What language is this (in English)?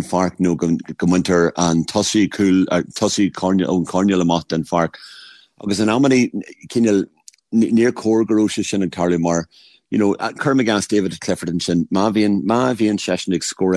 Irish